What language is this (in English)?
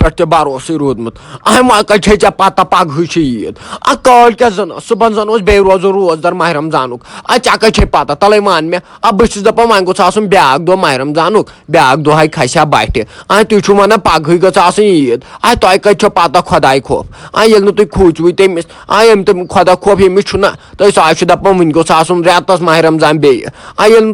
Kashmiri